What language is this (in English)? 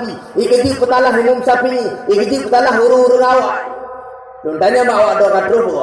Achinese